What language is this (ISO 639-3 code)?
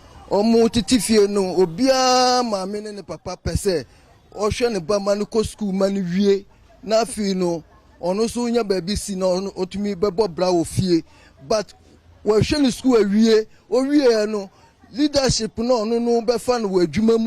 aka